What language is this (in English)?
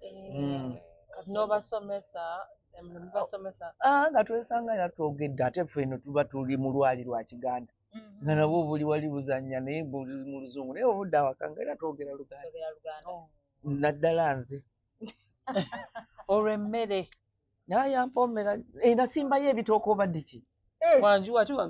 Ganda